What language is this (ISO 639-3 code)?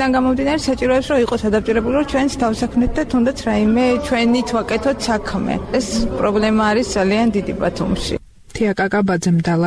kat